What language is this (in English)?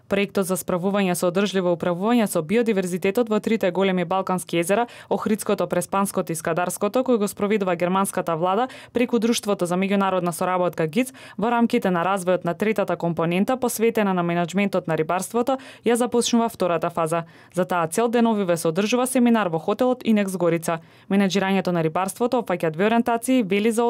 Macedonian